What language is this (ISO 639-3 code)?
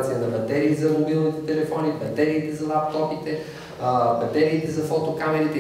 bul